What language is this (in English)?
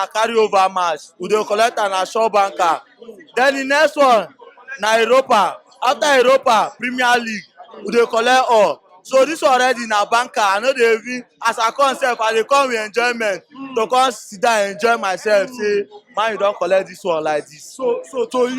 Nigerian Pidgin